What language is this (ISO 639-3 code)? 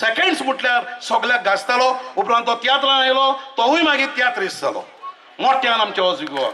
kok